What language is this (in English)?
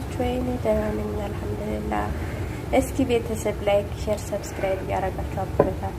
Amharic